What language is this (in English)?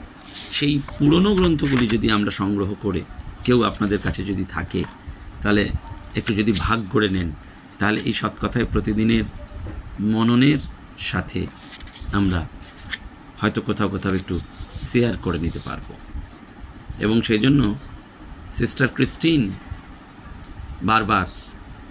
Bangla